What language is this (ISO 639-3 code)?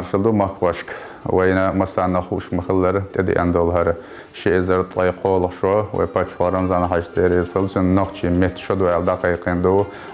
che